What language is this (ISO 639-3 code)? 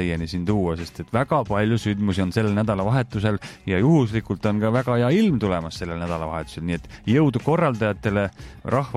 est